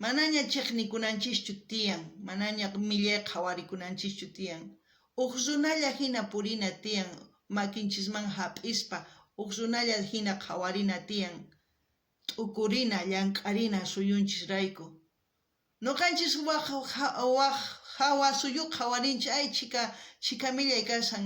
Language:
South Bolivian Quechua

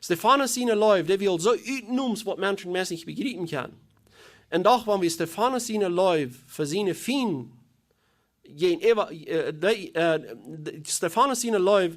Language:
Plautdietsch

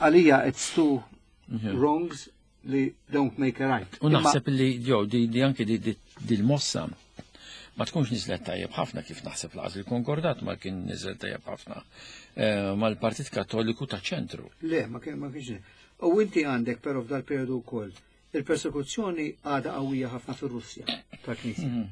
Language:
Maltese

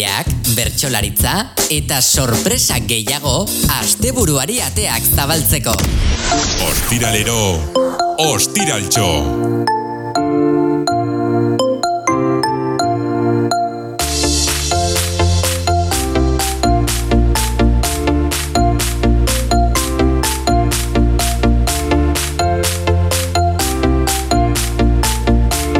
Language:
Basque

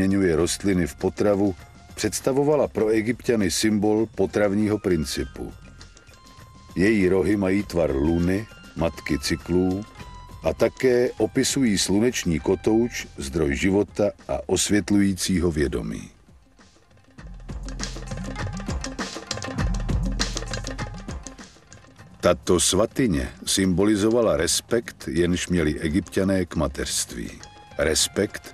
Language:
Czech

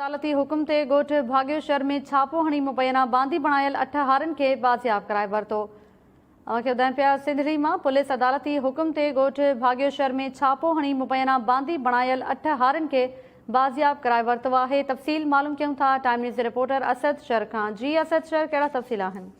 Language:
Sindhi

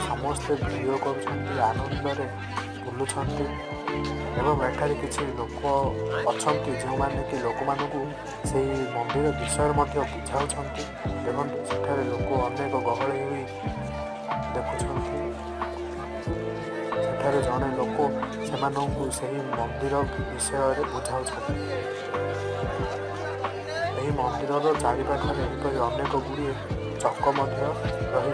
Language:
Odia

